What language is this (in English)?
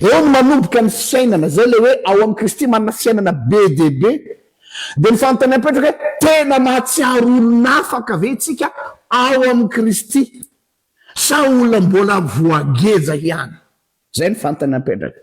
Malagasy